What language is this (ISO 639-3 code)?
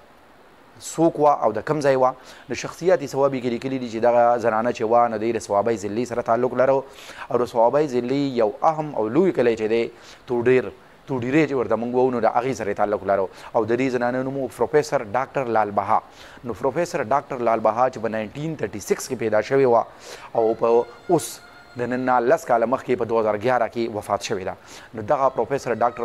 pus